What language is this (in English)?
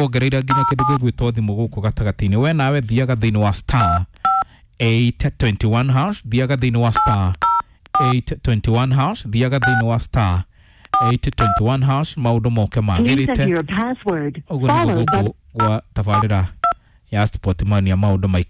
Kikuyu